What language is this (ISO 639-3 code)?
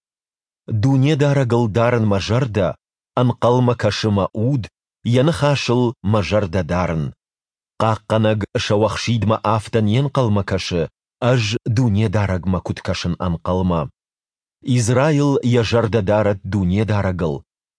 oss